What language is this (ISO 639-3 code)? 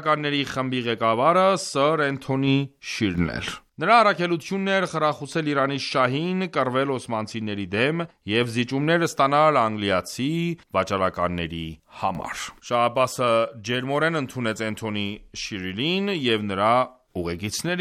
hye